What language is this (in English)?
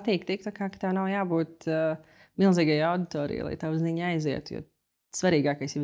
Latvian